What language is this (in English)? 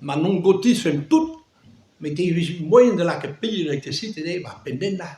Breton